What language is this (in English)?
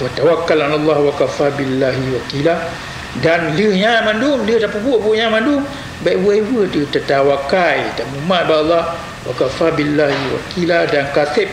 Achinese